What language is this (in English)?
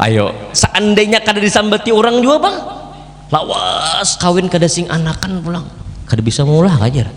Banjar